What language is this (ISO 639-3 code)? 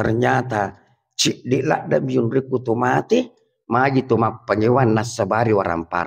bug